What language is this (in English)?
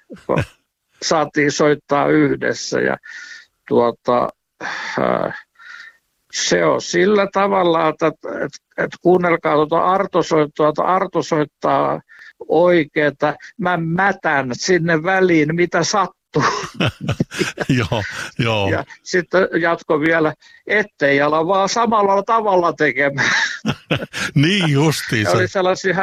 Finnish